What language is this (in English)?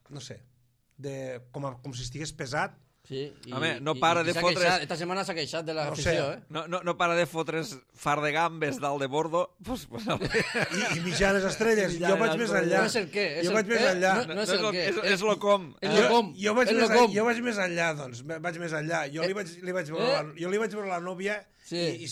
Catalan